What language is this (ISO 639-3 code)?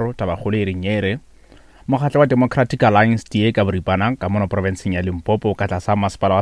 nso